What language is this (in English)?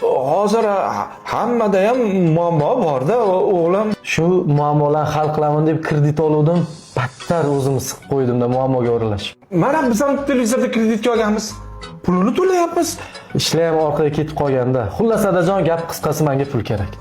Uzbek